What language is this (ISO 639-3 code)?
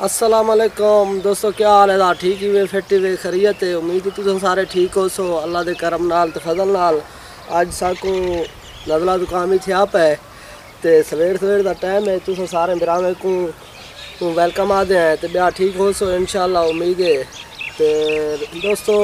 skr